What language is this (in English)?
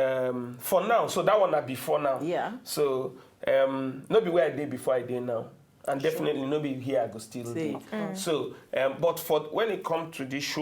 Nigerian Pidgin